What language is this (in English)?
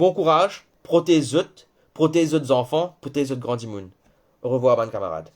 Morisyen